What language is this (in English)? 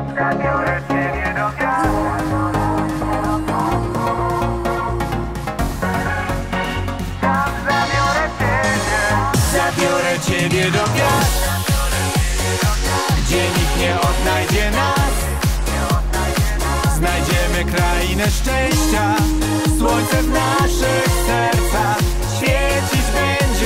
Polish